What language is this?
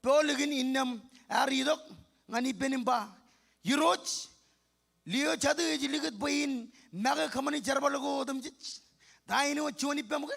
Marshallese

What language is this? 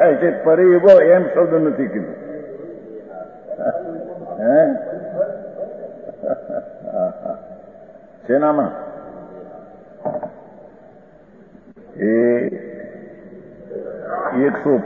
Gujarati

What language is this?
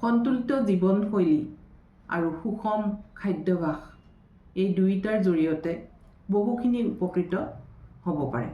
Assamese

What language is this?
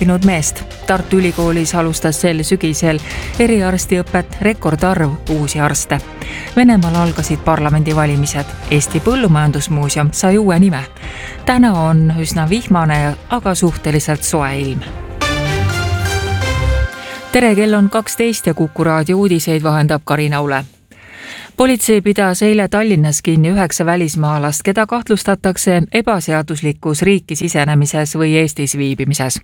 Estonian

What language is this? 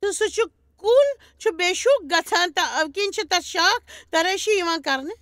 Kashmiri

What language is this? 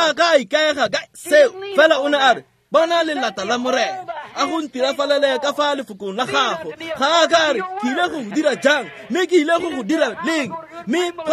Tswana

